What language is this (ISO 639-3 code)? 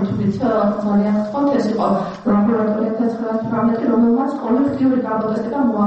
kat